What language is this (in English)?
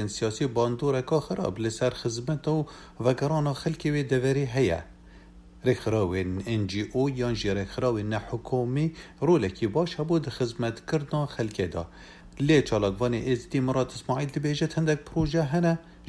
Kurdish